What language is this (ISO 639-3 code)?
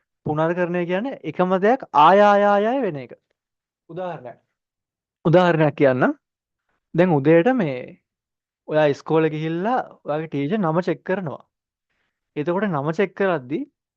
sin